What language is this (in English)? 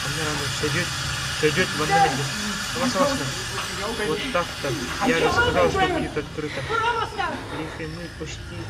Yakut